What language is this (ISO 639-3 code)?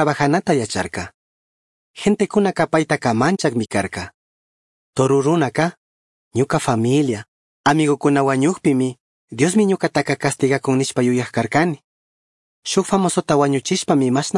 qug